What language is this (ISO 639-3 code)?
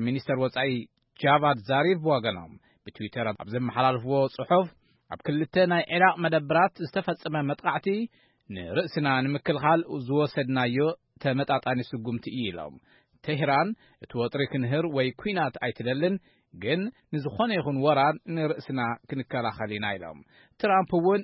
tir